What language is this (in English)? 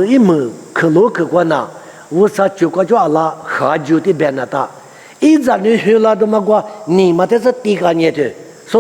Lisu